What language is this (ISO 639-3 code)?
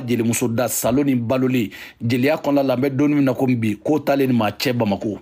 bam